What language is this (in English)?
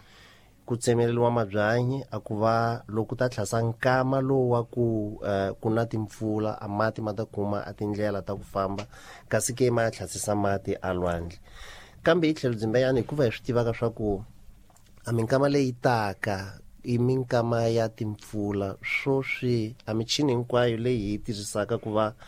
Tsonga